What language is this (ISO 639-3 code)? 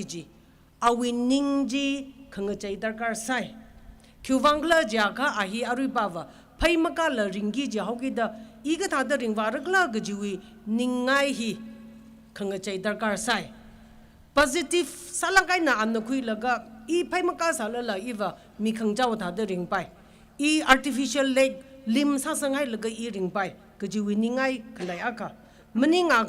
nmf